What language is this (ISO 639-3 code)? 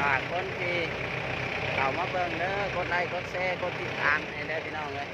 lao